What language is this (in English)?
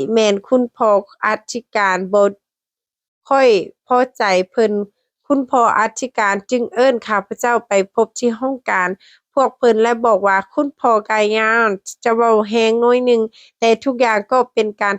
Lao